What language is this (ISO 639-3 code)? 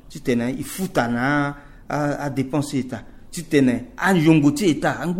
sag